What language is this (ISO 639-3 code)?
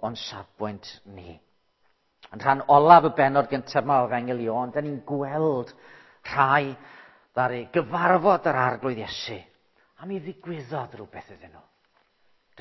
cym